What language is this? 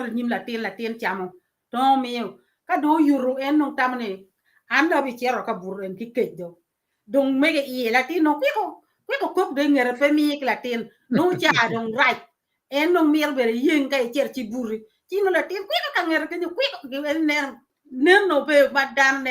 Acoli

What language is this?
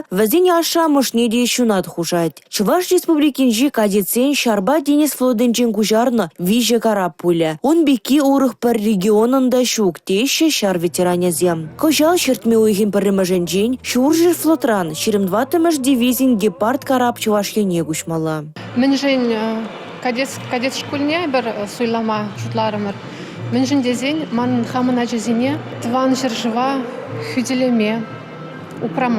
Chuvash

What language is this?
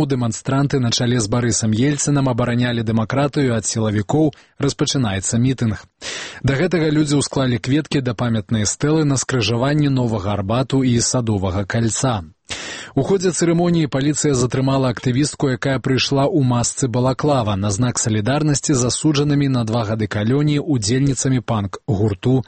Belarusian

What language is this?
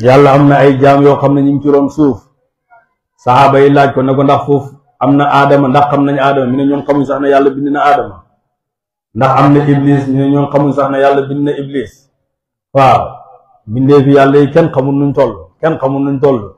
Wolof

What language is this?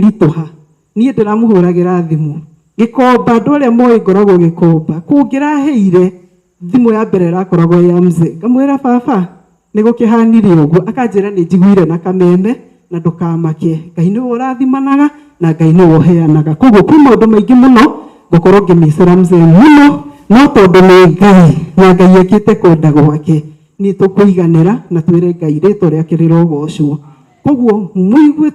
Kikuyu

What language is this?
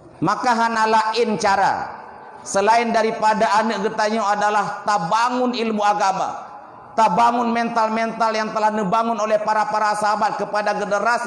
Achinese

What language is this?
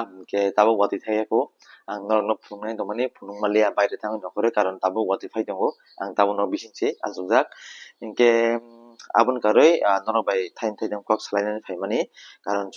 Kok Borok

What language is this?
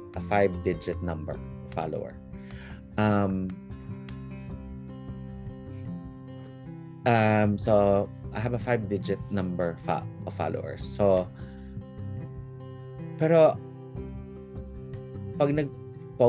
Filipino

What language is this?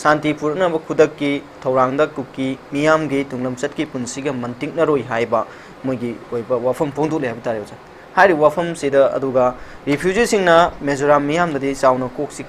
Manipuri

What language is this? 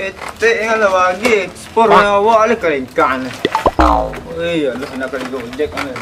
Minangkabau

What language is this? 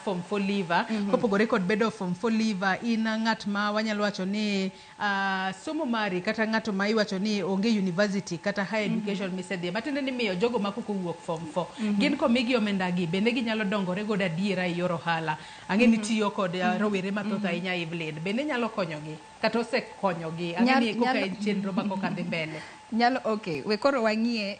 Luo (Kenya and Tanzania)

